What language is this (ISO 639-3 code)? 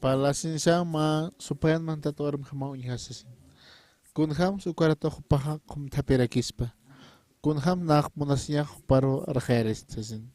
aym